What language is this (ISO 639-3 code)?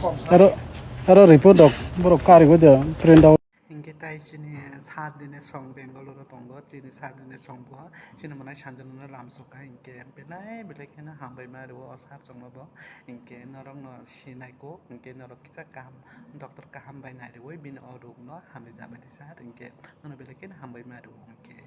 trp